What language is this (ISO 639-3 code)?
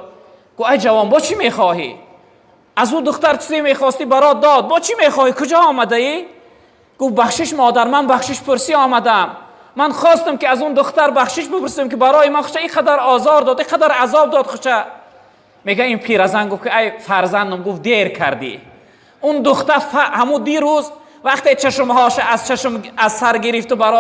tgk